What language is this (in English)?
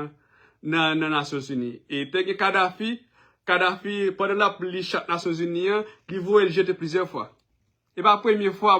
Haitian Creole